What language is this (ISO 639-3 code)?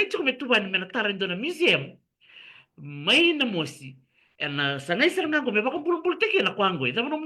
fij